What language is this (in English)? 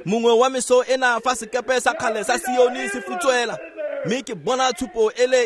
Tswana